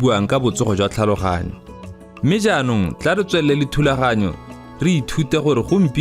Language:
Tswana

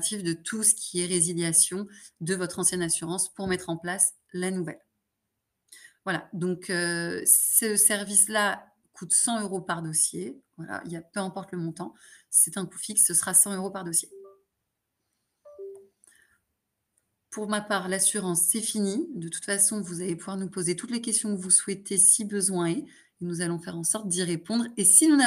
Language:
French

